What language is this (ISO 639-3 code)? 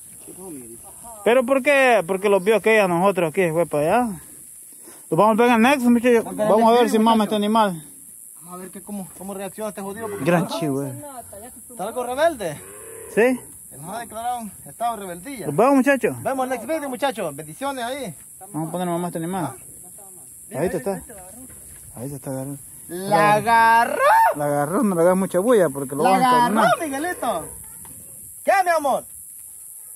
spa